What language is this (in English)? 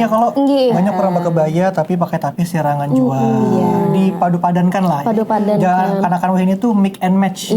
Banjar